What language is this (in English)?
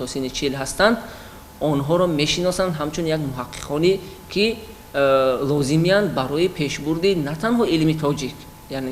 Tajik